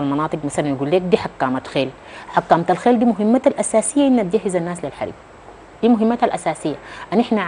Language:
Sudanese Arabic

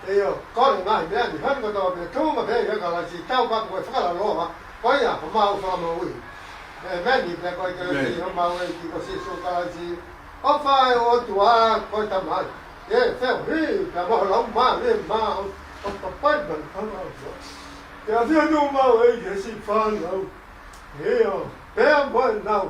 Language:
Tongan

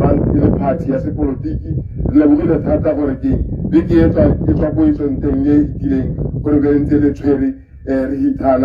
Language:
Tswana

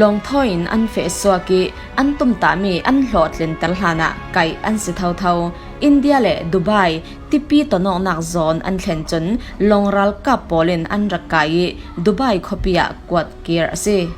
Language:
Falam Chin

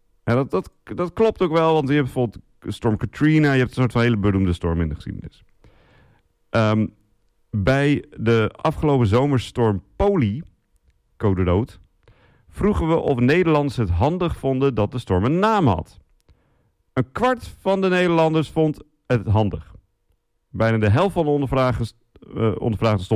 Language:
Dutch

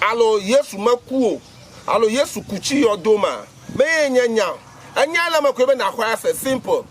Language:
Ewe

